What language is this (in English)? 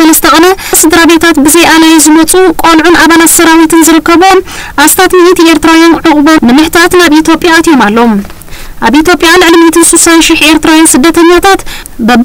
Tigrinya